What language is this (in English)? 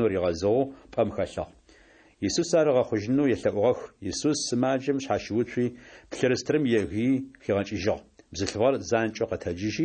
Adyghe